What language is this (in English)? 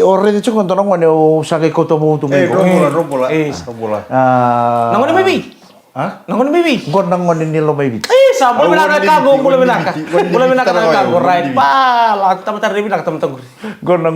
Fijian